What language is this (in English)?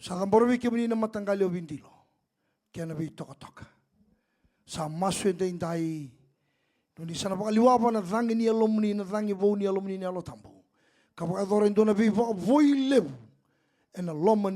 Fijian